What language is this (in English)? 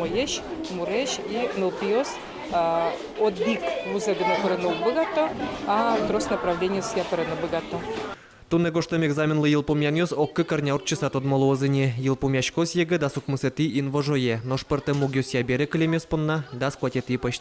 Udmurt